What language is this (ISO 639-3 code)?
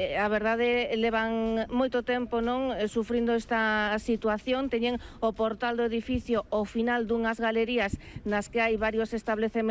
glg